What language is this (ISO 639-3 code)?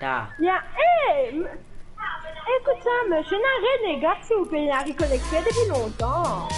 mfe